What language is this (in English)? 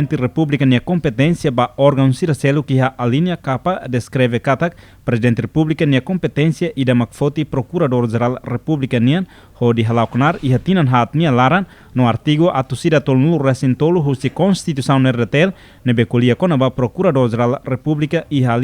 Tetum